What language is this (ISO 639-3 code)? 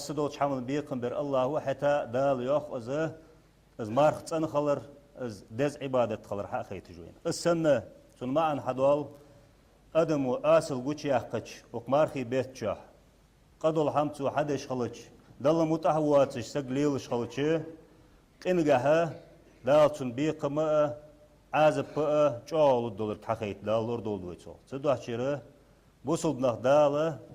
inh